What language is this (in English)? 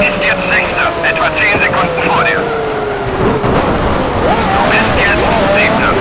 Bavarian